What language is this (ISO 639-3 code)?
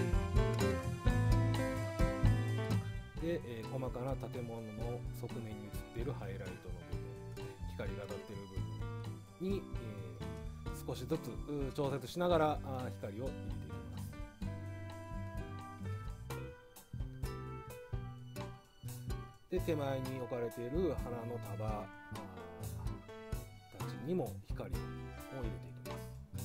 jpn